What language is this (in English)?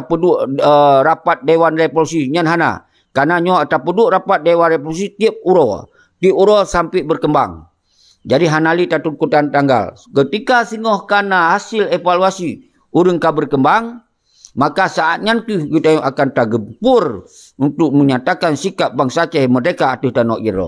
Achinese